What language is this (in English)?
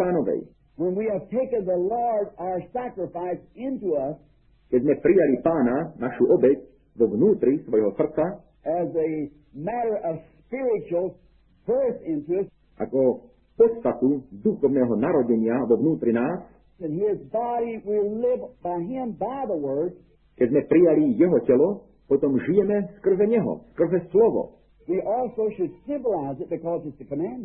Slovak